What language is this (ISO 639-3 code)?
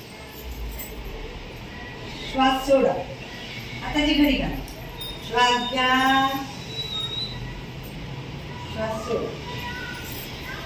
mar